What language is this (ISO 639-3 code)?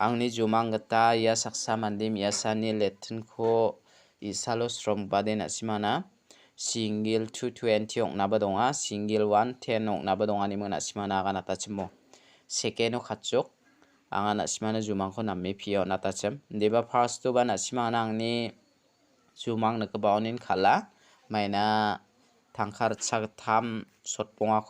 grt